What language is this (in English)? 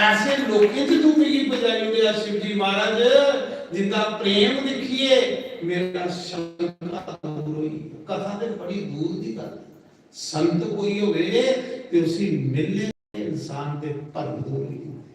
Dogri